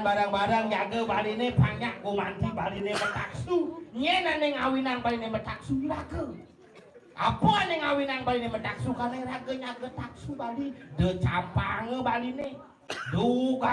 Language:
Balinese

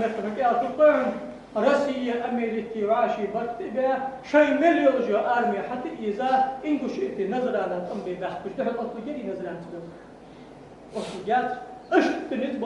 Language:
Ingush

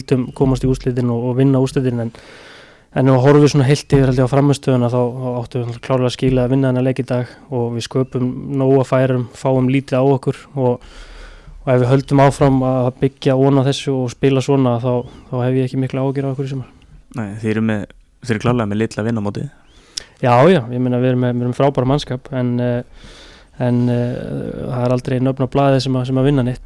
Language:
Icelandic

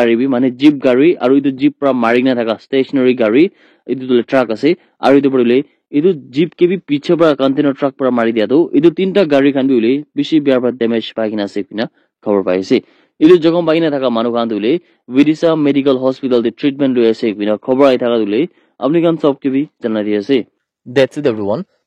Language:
Naga Pidgin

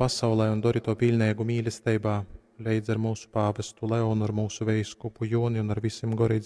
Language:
Latgalian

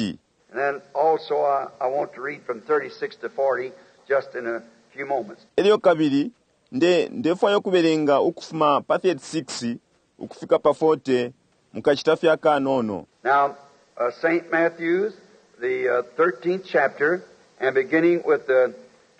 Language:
Bemba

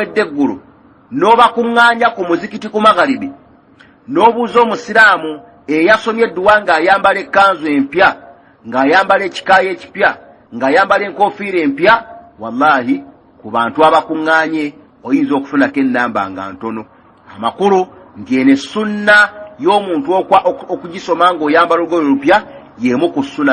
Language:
Ganda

